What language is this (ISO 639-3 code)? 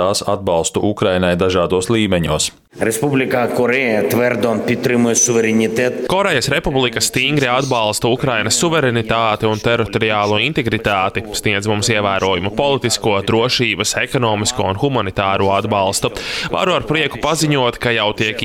lav